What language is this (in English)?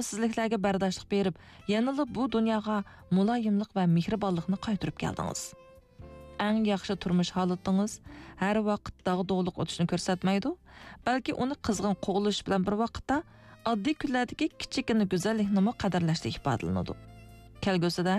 Uyghur